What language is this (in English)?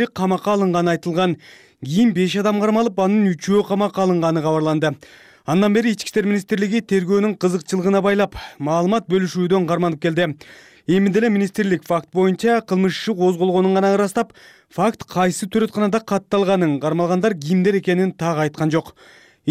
Kyrgyz